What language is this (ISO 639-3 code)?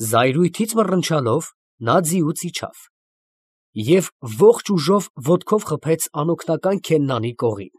hye